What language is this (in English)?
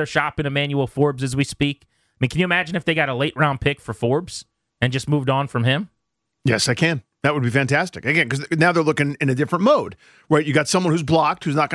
English